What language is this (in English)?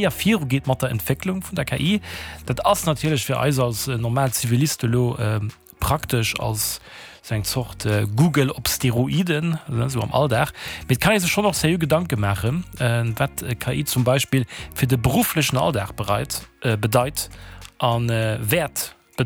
Luxembourgish